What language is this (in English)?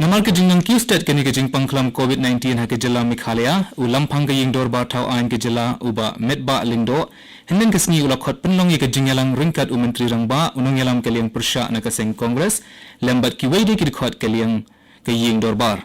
Khasi